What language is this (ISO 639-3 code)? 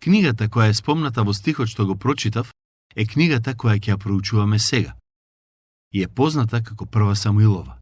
mkd